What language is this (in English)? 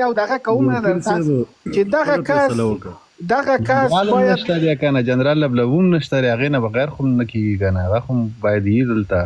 Pashto